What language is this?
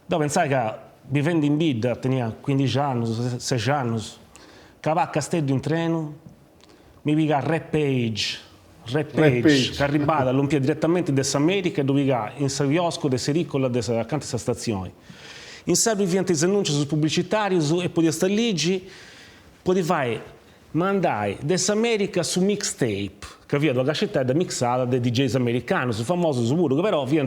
Sardinian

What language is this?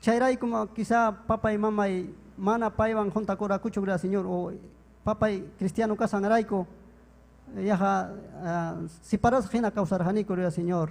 Ayacucho Quechua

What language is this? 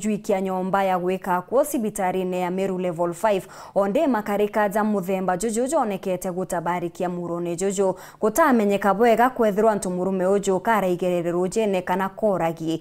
Meru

